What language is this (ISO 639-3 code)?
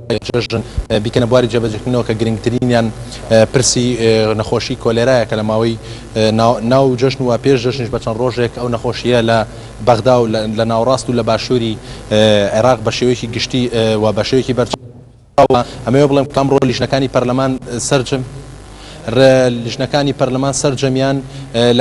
ckb